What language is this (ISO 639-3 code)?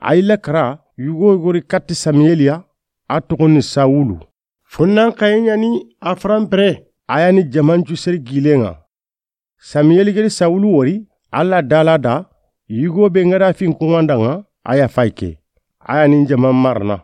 snk